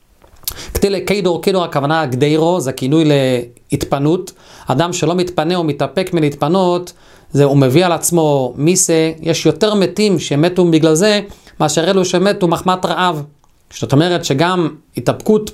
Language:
Hebrew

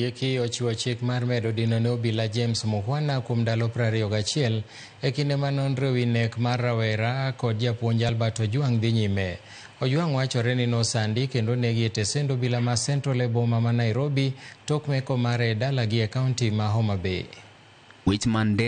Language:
Luo (Kenya and Tanzania)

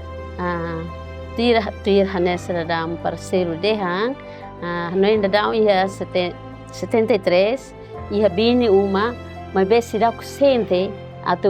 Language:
Tetum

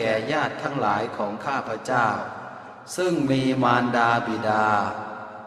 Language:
Pali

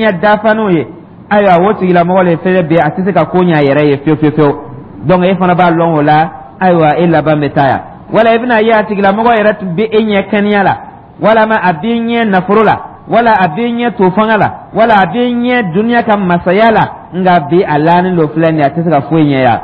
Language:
Dyula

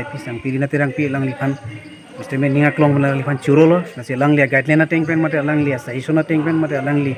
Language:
Karbi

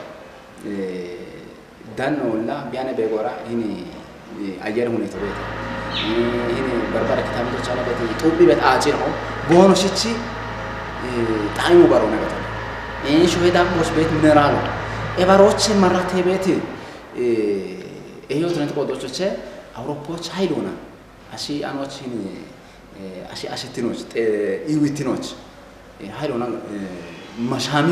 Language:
Kafa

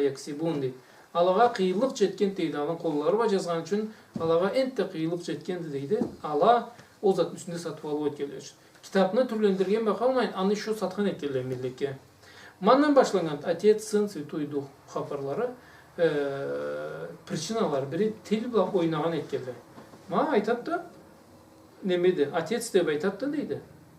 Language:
Karachay-Balkar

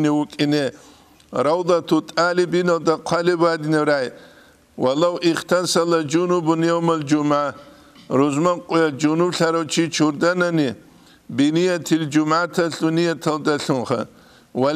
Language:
Avaric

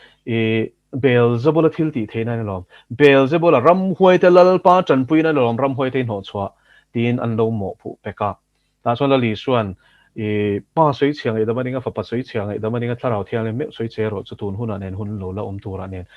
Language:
Mizo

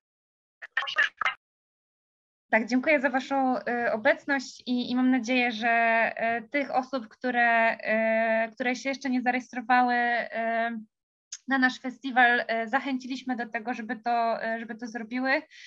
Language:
Polish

